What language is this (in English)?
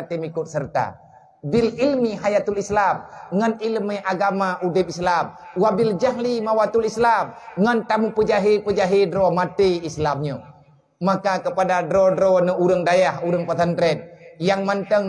Achinese